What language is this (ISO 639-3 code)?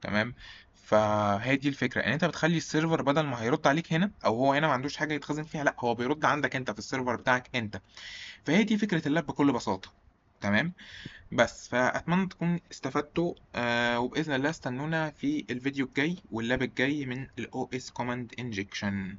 arz